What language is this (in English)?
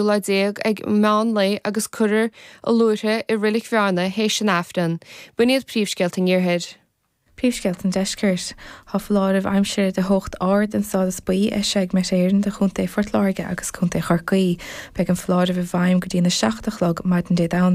Irish